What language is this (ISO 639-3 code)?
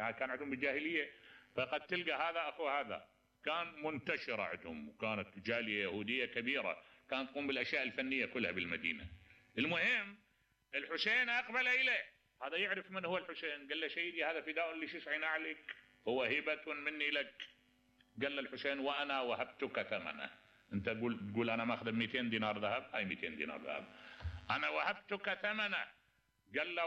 acm